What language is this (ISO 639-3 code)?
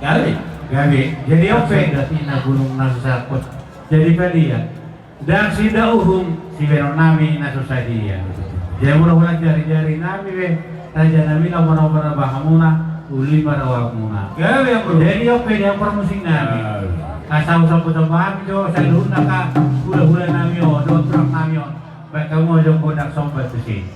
bbc